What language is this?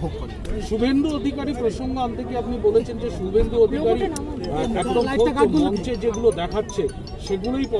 Bangla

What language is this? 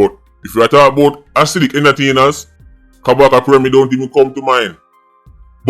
Jamaican Creole English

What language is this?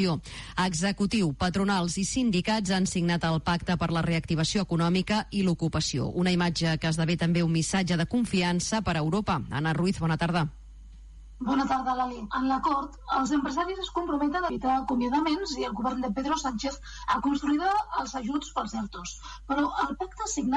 Catalan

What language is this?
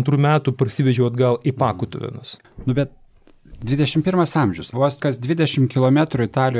Lithuanian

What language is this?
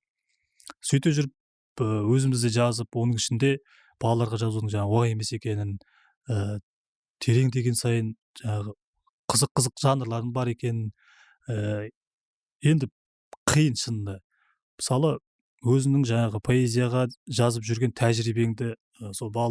Kazakh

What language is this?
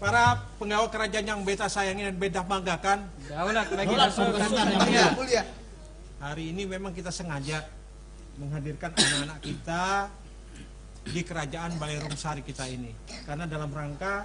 Banjar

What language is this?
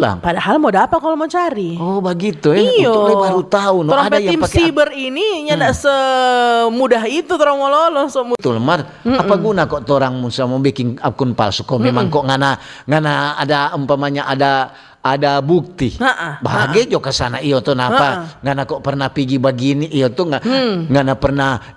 Manado Malay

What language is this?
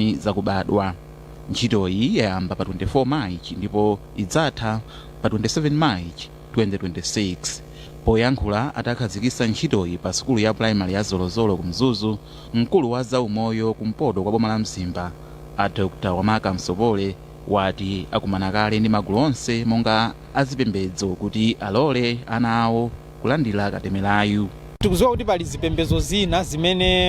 Nyanja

